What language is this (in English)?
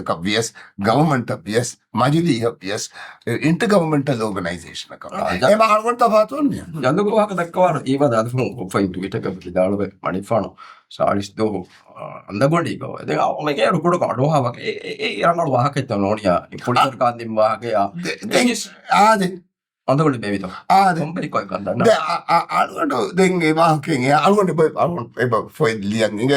Divehi